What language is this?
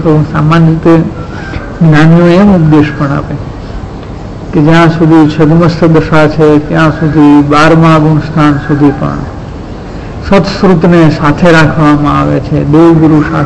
Gujarati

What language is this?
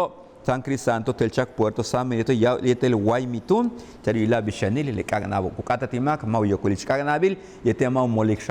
Yucateco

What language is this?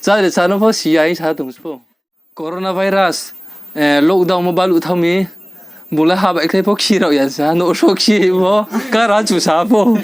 Riang (India)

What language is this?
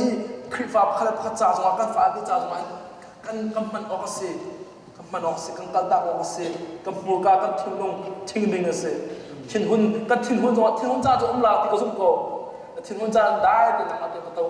Hakha Chin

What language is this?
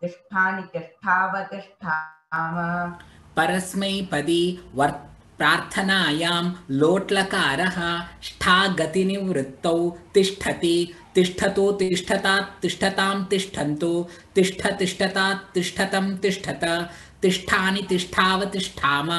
Sanskrit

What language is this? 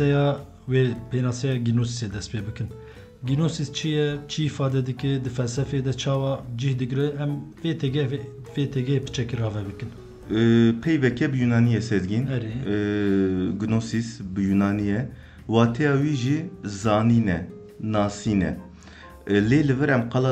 Kurdish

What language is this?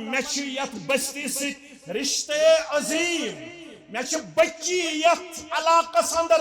Kashmiri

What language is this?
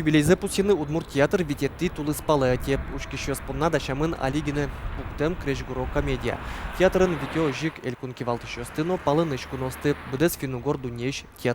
Udmurt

